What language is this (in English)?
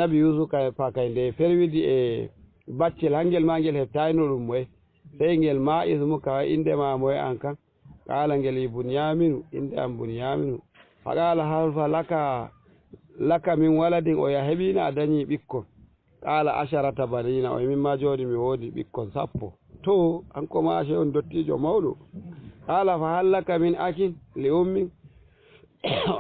Fula